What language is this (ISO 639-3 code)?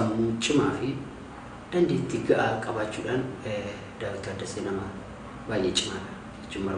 orm